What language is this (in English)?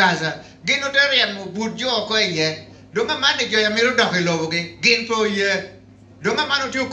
Lango (Uganda)